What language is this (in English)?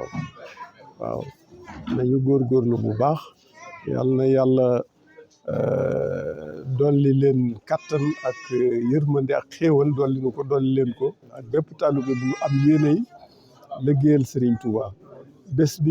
Wolof